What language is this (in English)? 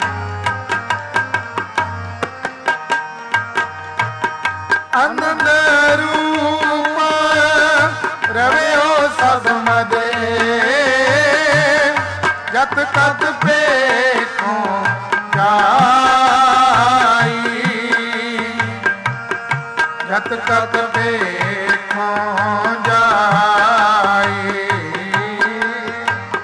Punjabi